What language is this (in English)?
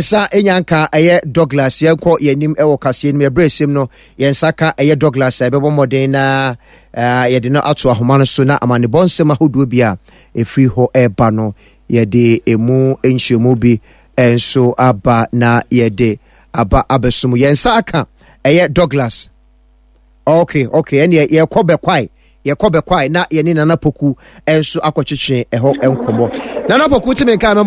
Akan